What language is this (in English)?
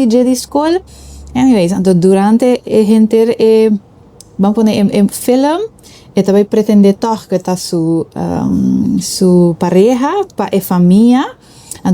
Papiamento